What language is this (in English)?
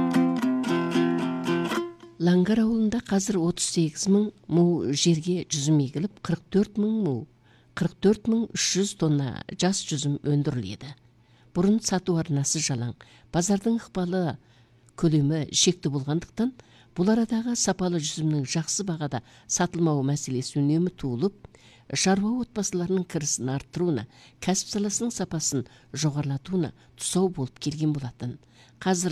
Kazakh